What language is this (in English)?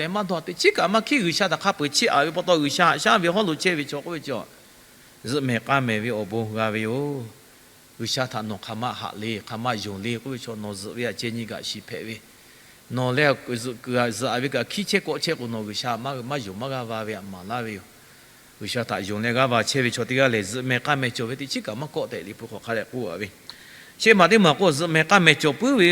Lahu